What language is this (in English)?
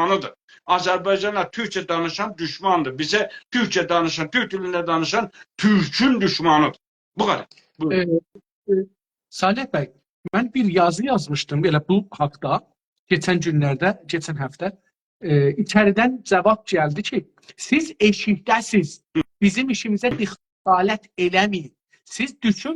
South Azerbaijani